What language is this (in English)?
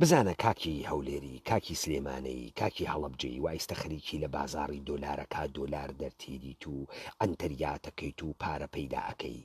Central Kurdish